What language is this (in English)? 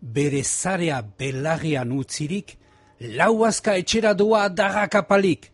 Basque